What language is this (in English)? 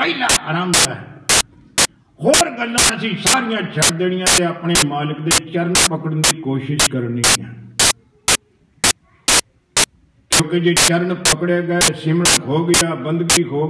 Punjabi